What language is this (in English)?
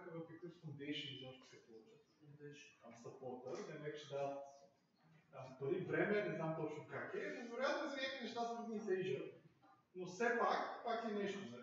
Bulgarian